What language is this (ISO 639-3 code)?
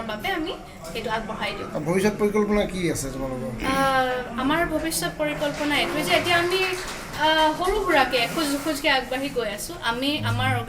asm